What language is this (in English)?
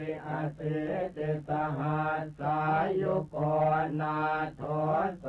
Pali